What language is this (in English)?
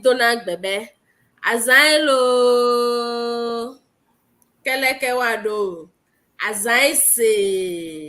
Ewe